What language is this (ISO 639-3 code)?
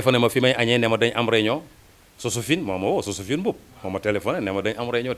wol